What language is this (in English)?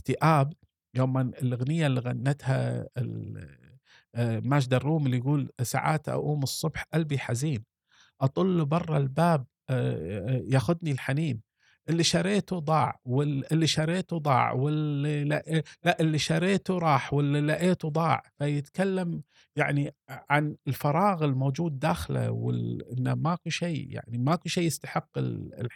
Gulf Arabic